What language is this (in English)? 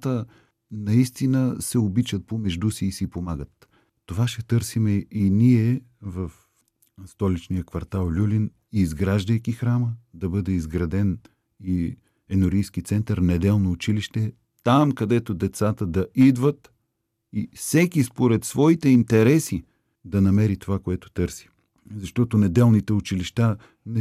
Bulgarian